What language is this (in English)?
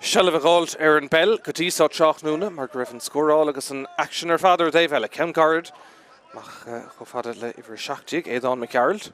Irish